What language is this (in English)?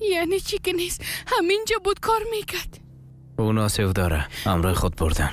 Persian